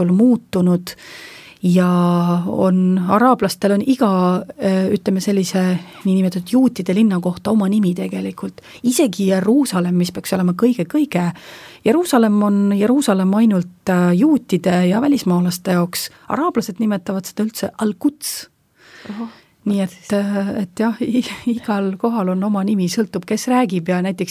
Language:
Estonian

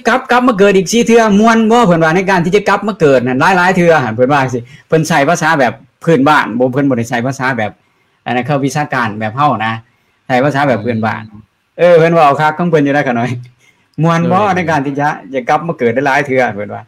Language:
Lao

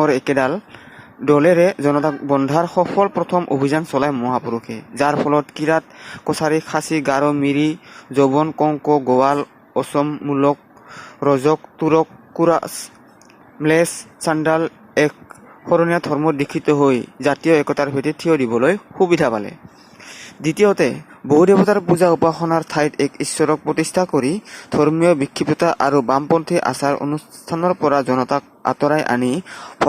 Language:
Assamese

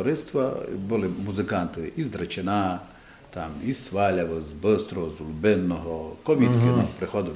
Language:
Rusyn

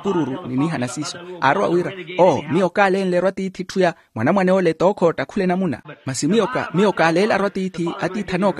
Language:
Makhuwa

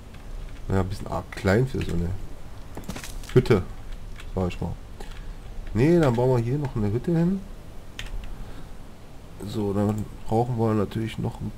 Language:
German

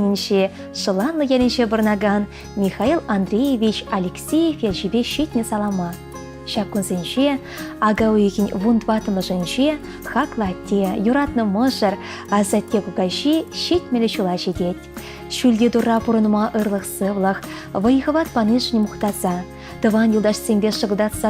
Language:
Chuvash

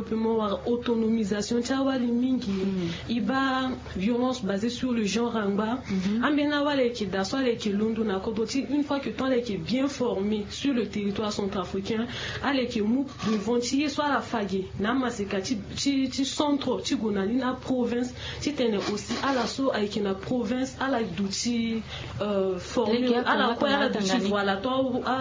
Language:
Sango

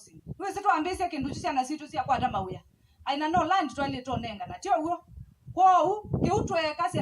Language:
Kamba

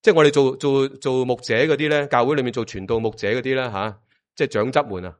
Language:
Cantonese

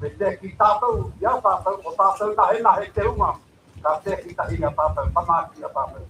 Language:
Māori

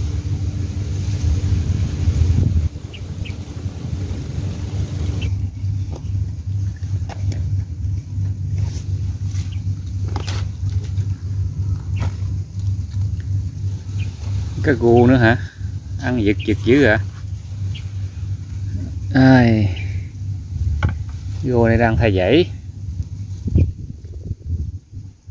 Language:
Vietnamese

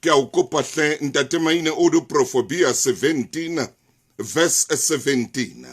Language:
Southern Sotho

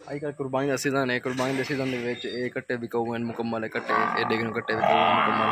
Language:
Saraiki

